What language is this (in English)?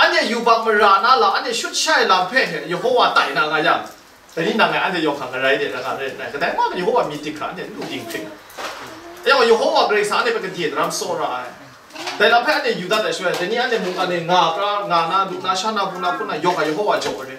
Kachin